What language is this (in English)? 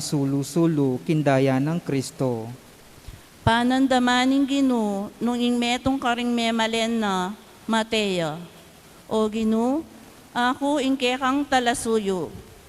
Pampanga